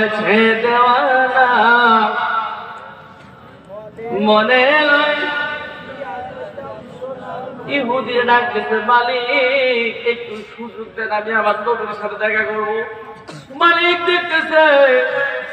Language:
Bangla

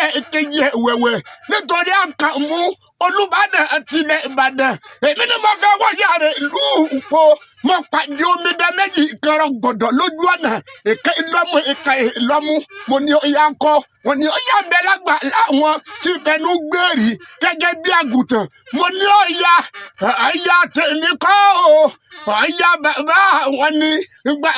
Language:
Yoruba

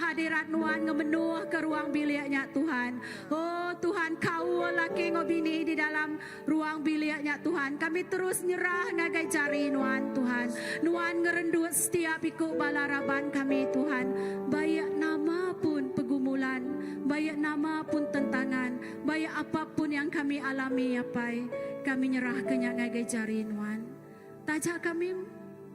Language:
Iban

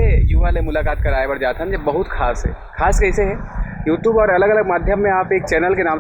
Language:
Chhattisgarhi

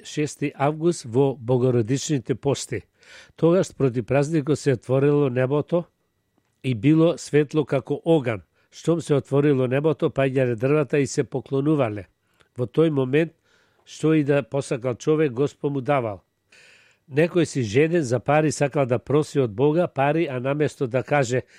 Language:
Macedonian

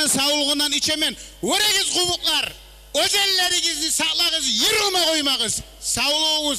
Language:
Kumyk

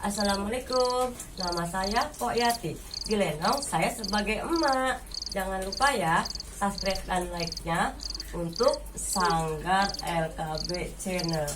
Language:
Betawi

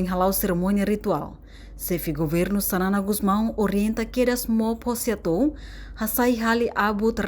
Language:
Tetum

